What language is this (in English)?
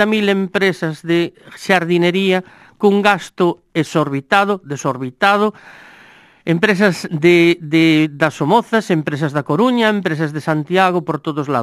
Galician